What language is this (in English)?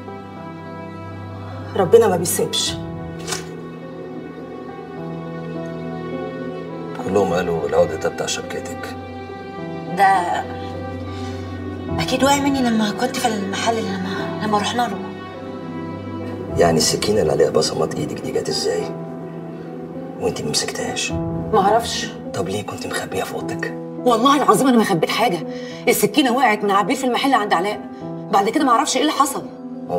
Egyptian Arabic